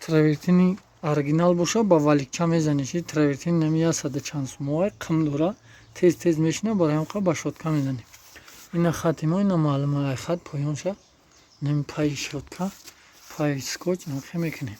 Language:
Tajik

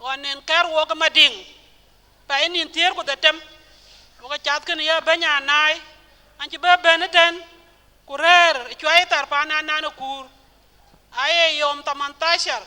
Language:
Dinka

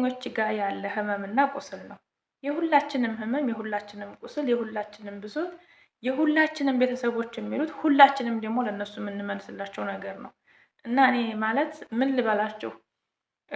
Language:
Amharic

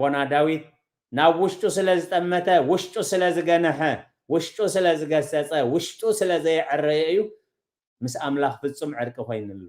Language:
Tigrinya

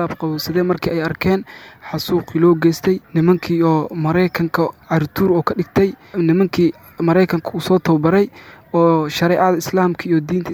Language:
Somali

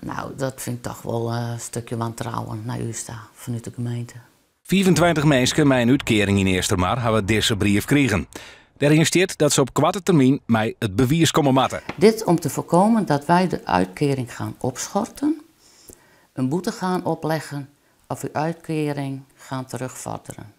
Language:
Western Frisian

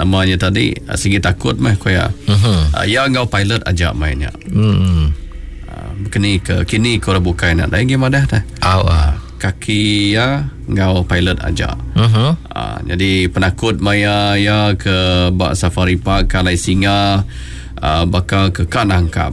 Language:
Iban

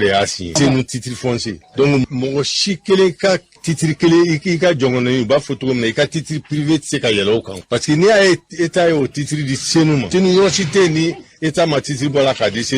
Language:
Bambara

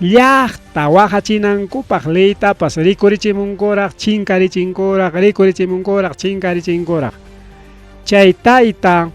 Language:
Ayacucho Quechua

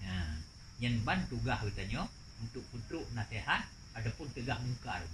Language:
Achinese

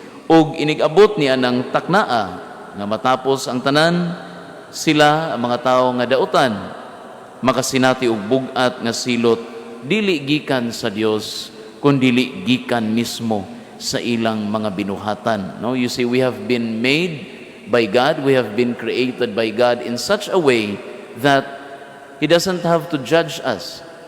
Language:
Cebuano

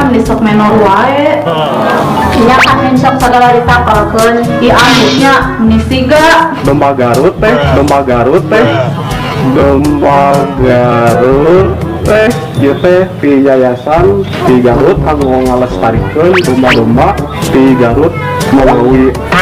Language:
Sundanese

